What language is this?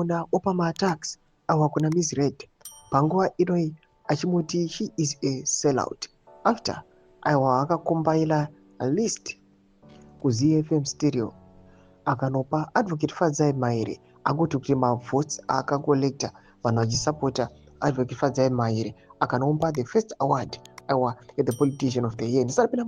Shona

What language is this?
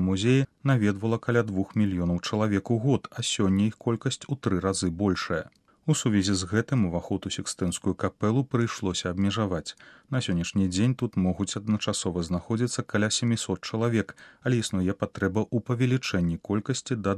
Belarusian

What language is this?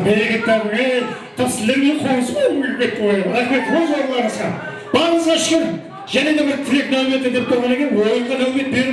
Kara-Kalpak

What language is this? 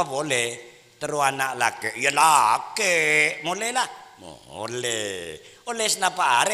Madurese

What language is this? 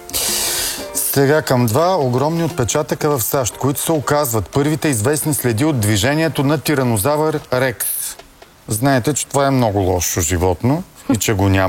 Bulgarian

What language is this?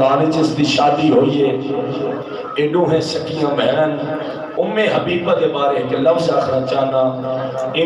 Saraiki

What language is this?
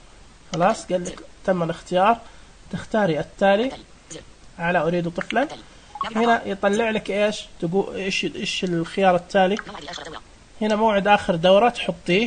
Najdi Arabic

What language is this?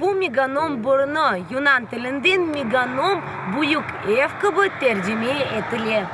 Crimean Tatar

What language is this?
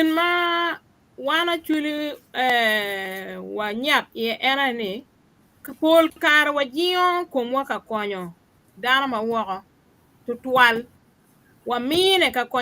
Acoli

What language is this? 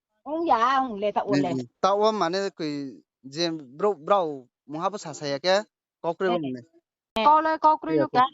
Riang (India)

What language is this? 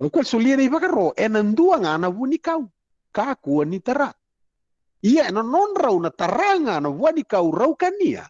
Fijian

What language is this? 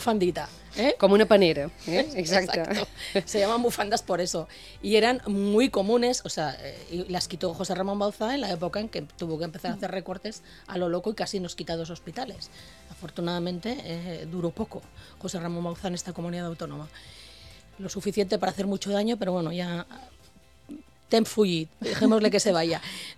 Spanish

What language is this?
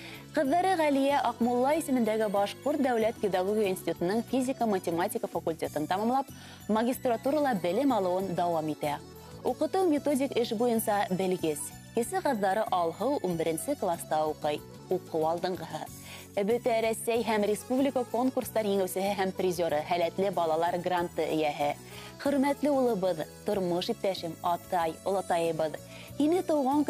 Bashkir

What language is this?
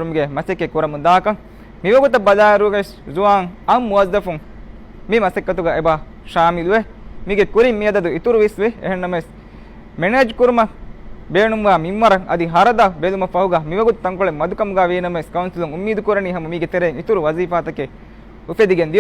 Divehi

